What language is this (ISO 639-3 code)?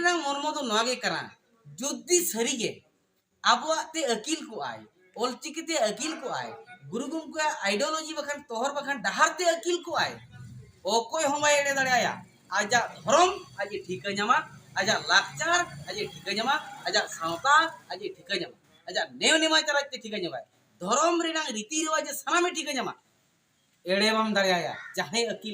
sat